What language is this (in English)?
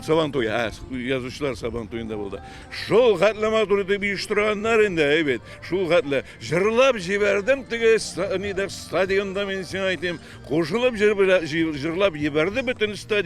Tatar